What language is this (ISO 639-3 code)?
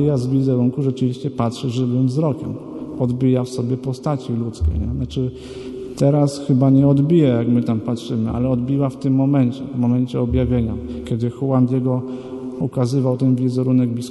pol